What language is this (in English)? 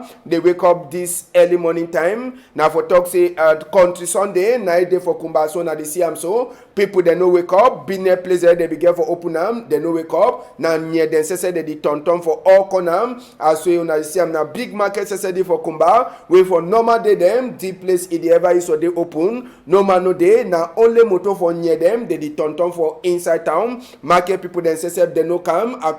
Cameroon Pidgin